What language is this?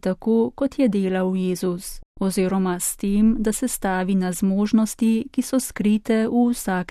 Slovenian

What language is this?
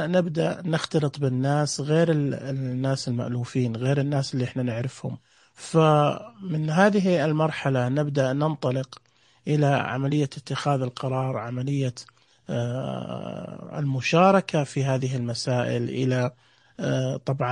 Najdi Arabic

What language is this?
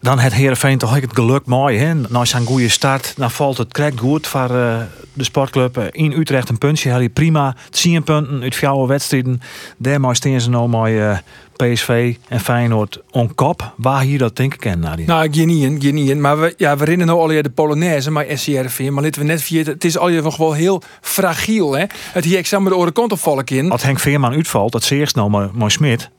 Western Frisian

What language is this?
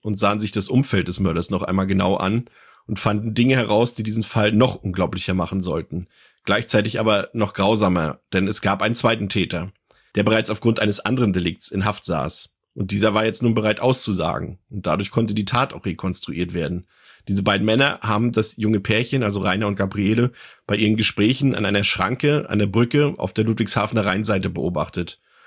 German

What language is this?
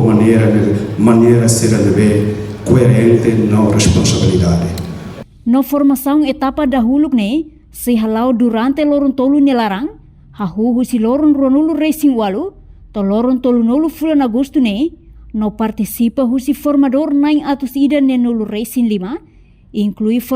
Tetum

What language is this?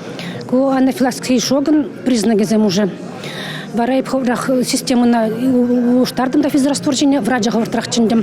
Chuvash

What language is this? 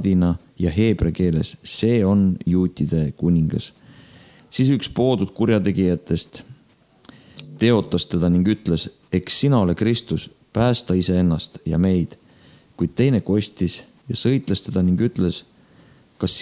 Estonian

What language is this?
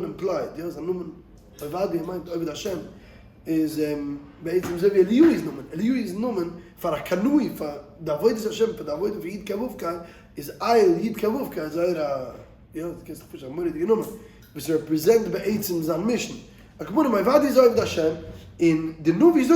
Yiddish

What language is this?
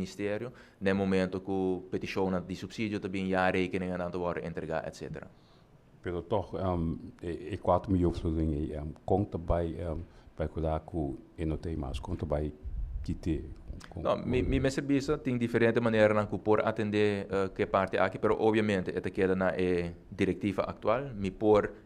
Papiamento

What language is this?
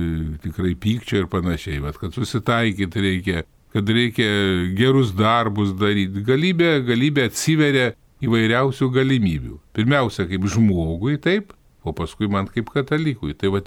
Lithuanian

